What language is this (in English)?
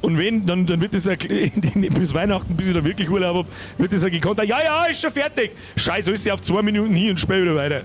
Bavarian